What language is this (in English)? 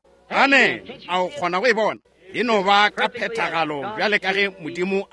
Northern Sotho